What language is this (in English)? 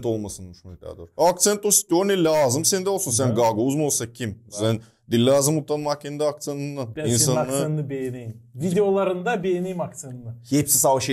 Gagauz